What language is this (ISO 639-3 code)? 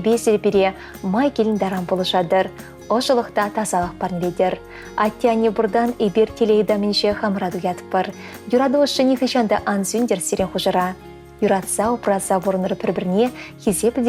chv